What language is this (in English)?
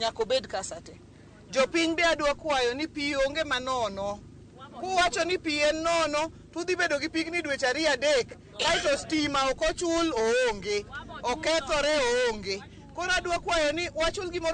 Luo (Kenya and Tanzania)